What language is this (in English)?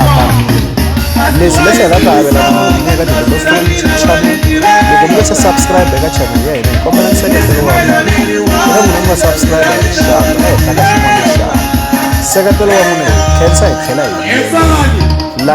Tsonga